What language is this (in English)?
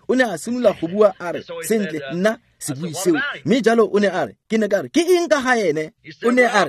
Tswana